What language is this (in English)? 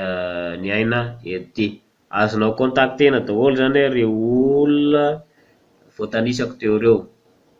Malagasy